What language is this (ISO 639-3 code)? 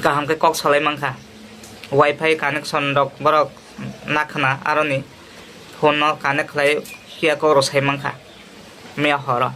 trp